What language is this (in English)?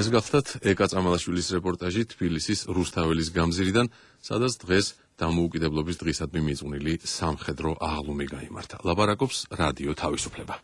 Georgian